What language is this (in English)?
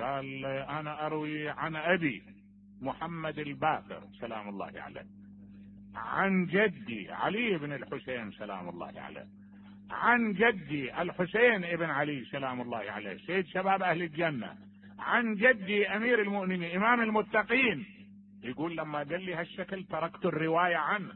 Mesopotamian Arabic